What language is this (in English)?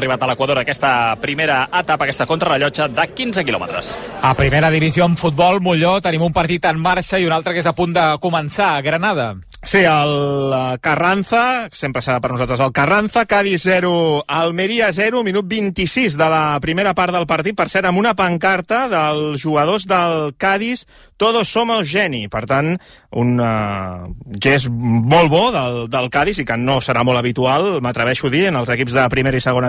Catalan